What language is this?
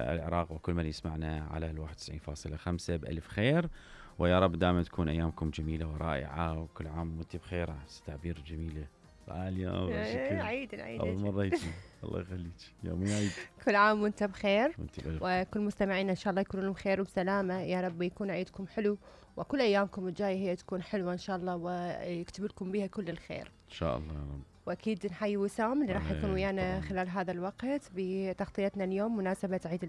Mesopotamian Arabic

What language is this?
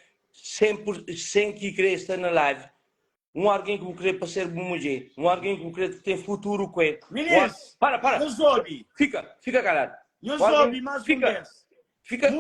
Kabuverdianu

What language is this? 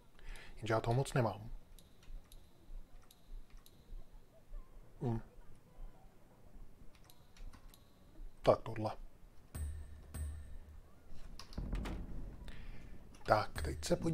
Czech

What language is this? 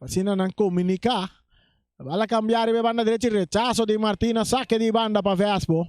Papiamento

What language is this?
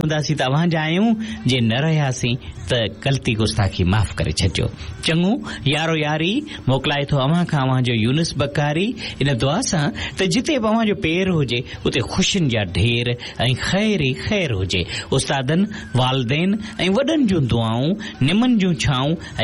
Sindhi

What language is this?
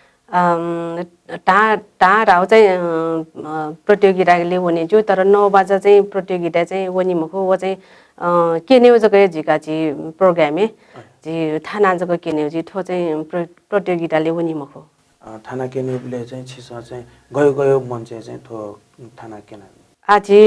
Newari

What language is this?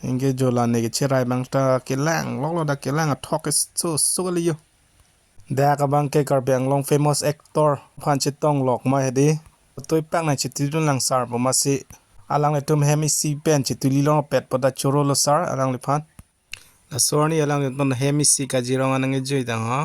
Karbi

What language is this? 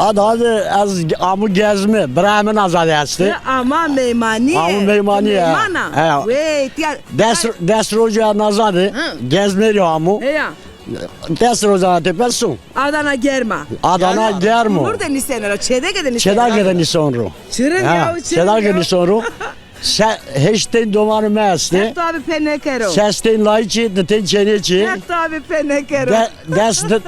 Zaza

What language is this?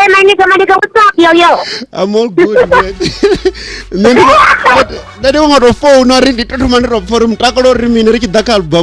Venda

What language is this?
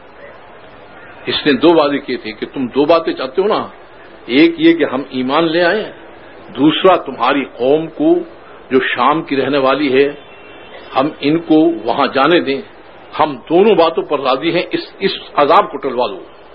Urdu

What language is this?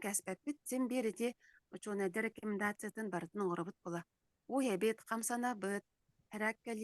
Yakut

